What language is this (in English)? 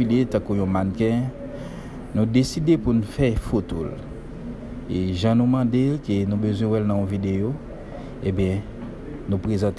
Haitian Creole